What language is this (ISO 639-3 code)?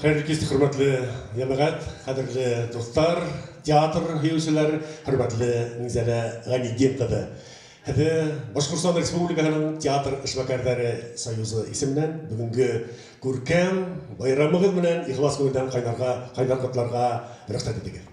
bak